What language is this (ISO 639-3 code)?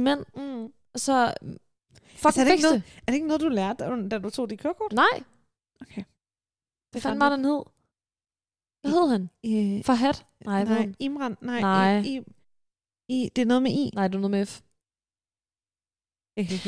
dan